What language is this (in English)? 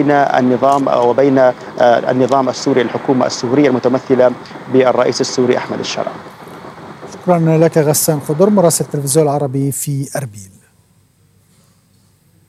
Arabic